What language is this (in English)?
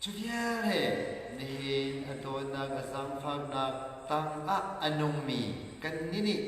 Hakha Chin